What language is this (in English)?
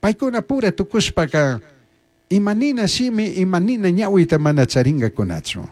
Chimborazo Highland Quichua